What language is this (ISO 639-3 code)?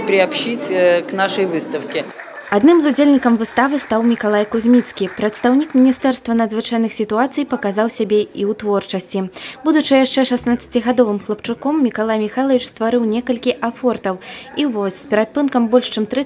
bel